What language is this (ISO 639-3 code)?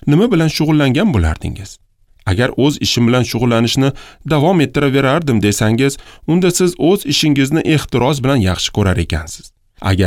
uzb